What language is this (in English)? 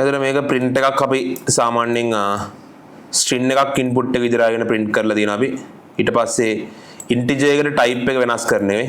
Sinhala